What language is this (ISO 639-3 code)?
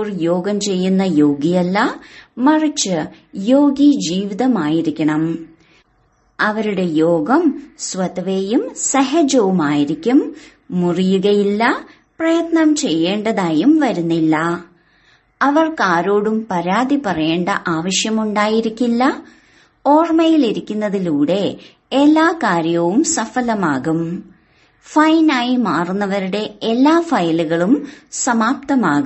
mal